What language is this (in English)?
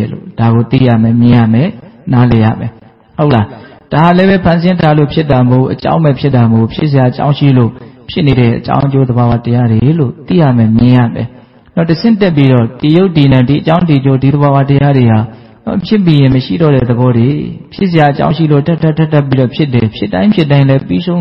Burmese